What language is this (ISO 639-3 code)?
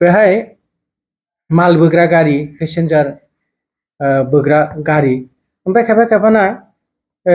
brx